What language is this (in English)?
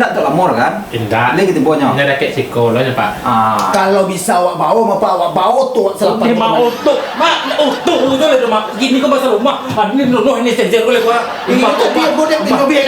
Minangkabau